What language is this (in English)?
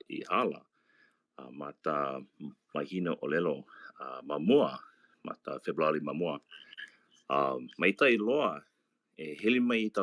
Hawaiian